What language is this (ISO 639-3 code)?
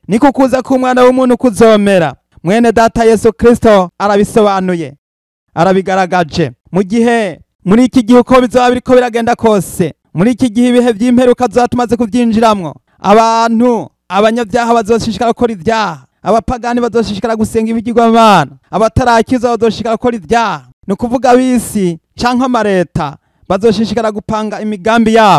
run